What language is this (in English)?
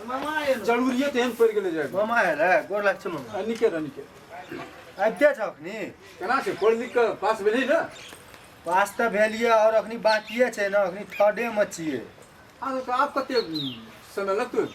Maithili